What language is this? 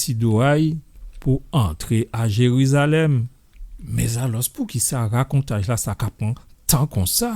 Guadeloupean Creole French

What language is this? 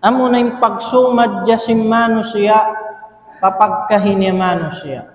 Tausug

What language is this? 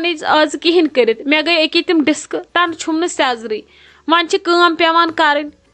Kashmiri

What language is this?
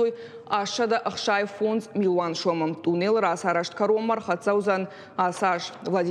Ossetic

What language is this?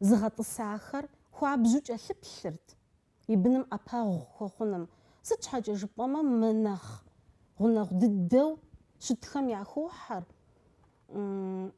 Kabardian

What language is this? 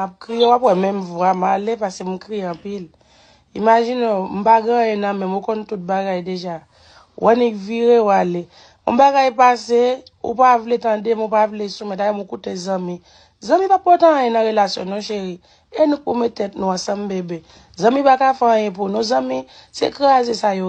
Haitian Creole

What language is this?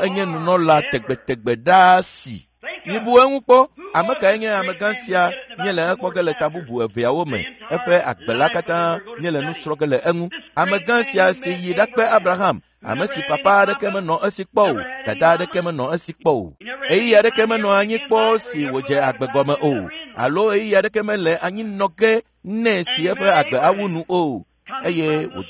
Ewe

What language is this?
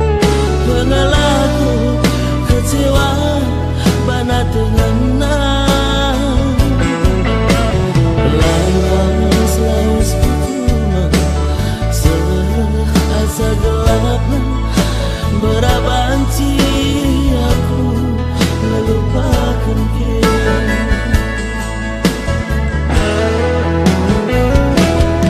Batak Karo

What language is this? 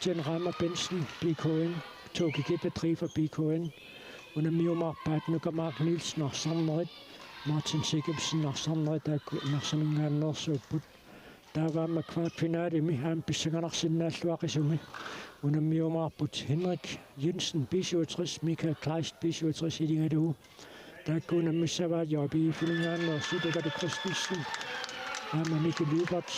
Kalaallisut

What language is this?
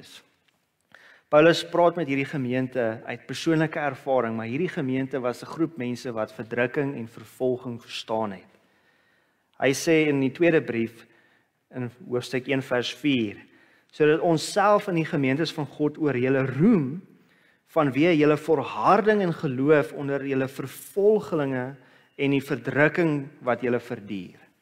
Afrikaans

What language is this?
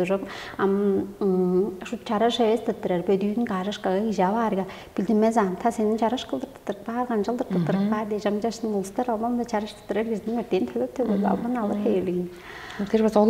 Tuvinian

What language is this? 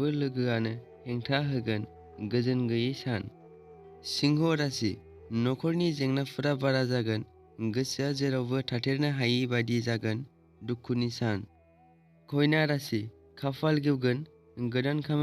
Bodo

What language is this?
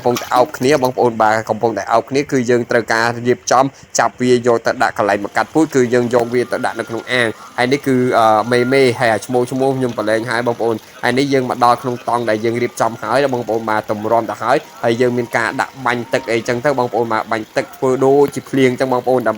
Khmer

